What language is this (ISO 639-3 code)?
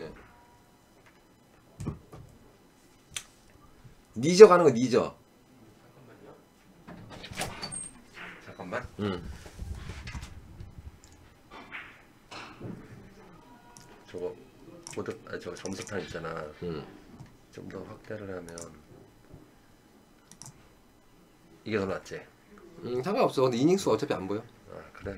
kor